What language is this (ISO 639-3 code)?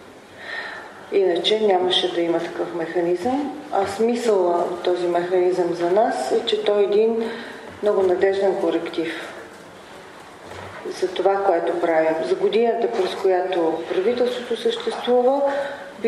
bul